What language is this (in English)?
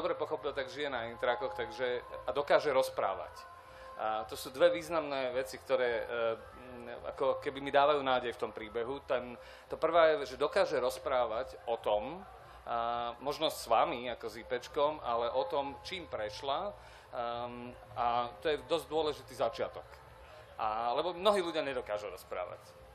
Slovak